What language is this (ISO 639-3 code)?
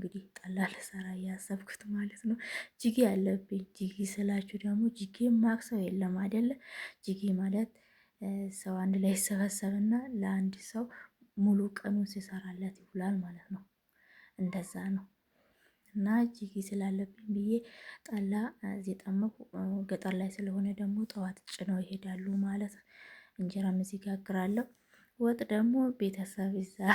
amh